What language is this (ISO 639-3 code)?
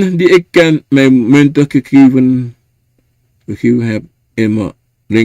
srn